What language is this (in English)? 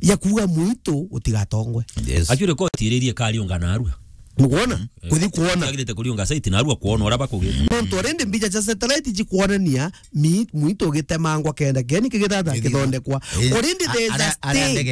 Meru